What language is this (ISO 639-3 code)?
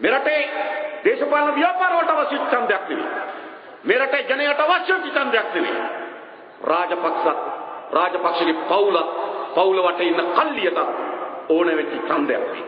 sin